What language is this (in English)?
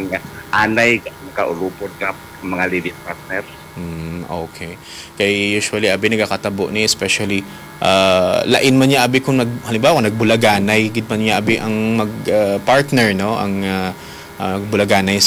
Hiligaynon